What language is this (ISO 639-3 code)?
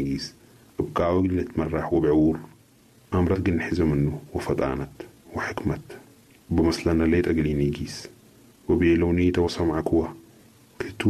apd